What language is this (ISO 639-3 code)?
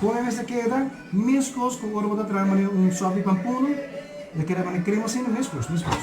pap